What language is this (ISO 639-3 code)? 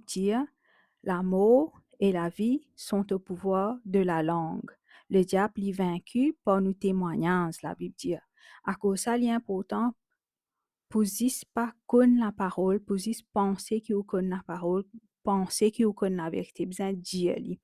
mfe